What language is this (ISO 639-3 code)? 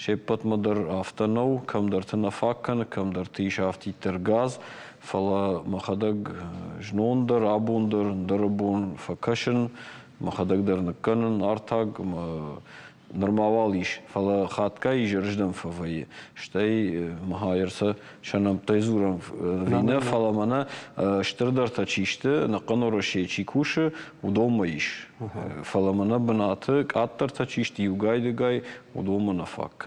oss